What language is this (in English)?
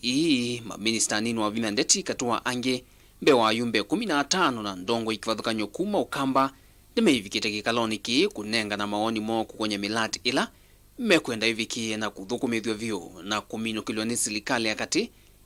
Kamba